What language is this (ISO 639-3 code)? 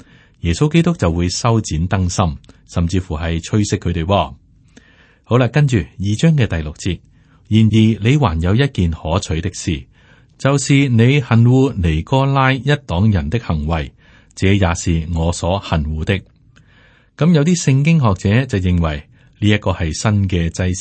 yue